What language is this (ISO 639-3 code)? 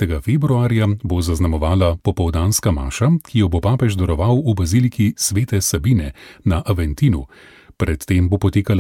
slv